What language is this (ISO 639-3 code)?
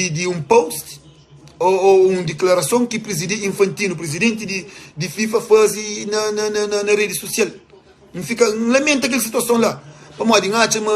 kea